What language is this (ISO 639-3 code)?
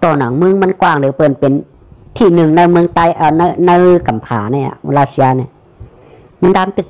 shn